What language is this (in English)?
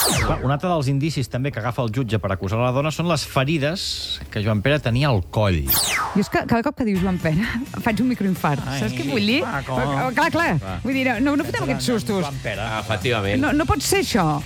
Catalan